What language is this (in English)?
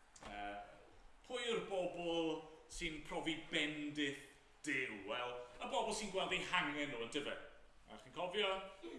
Welsh